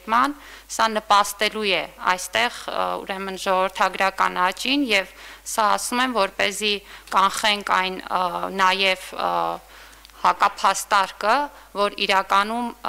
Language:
Armenian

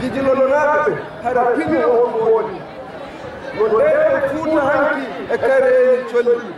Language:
Fula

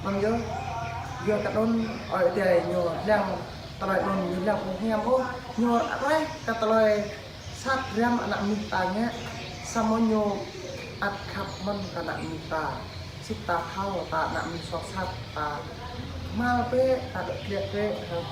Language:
Jarai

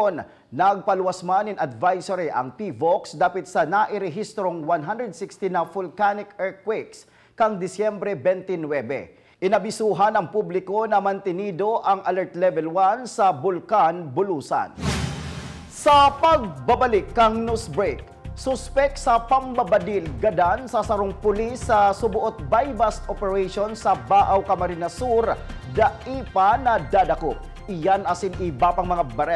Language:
Bikol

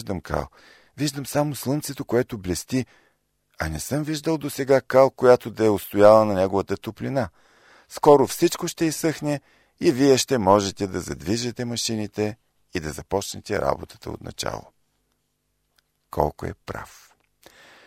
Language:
Bulgarian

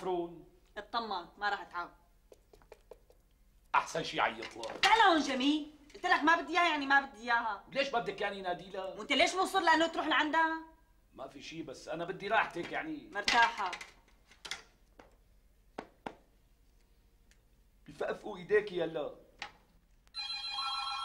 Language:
North Levantine Arabic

